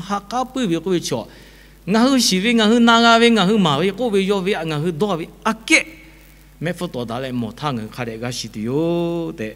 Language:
Lahu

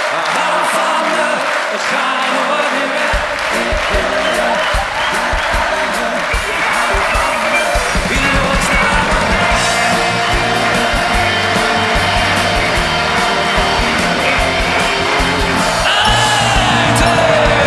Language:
Dutch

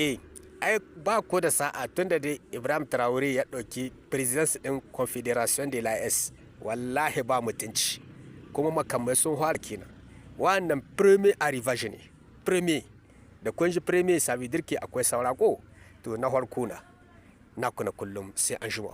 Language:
Hausa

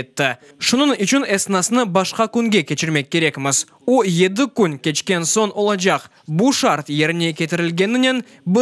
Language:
Crimean Tatar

